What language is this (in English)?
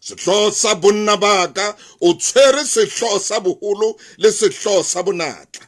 Southern Sotho